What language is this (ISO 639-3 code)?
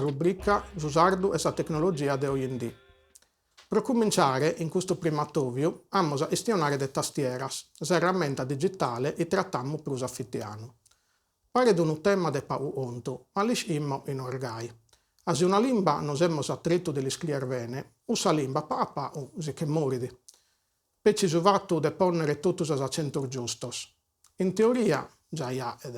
srd